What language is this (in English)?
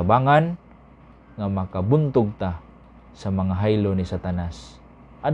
Cebuano